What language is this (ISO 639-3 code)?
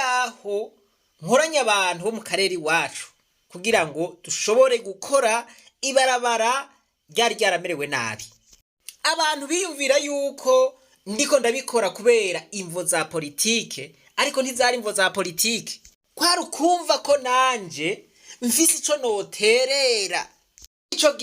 run